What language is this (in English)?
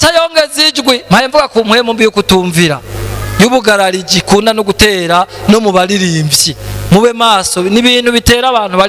Rundi